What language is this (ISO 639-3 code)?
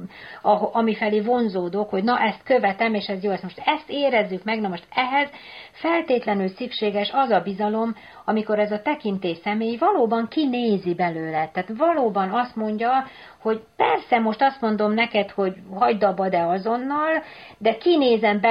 hun